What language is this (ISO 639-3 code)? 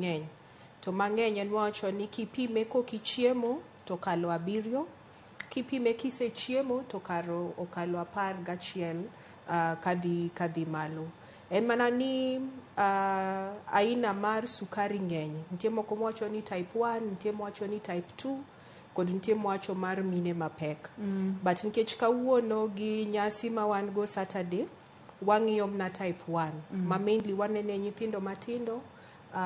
luo